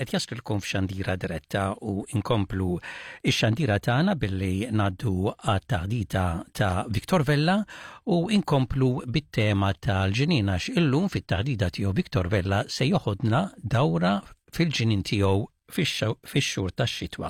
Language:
Maltese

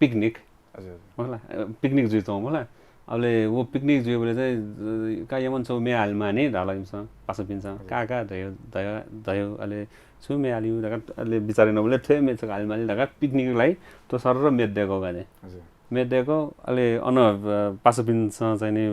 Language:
Newari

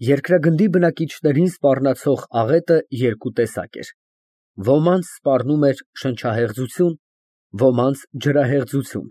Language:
Armenian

